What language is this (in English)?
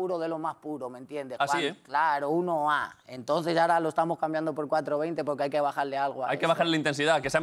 Spanish